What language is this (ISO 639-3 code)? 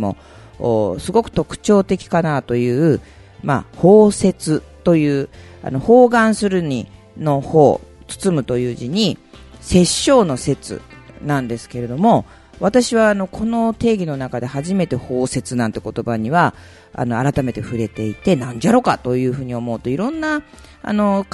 jpn